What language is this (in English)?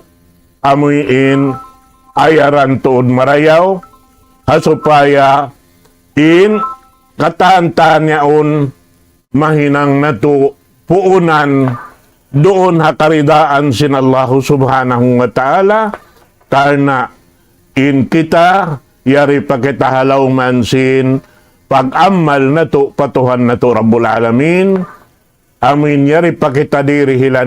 Tausug